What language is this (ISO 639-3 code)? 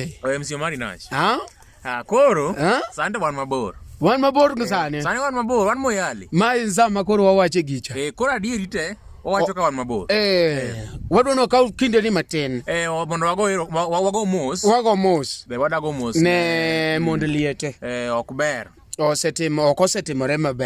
luo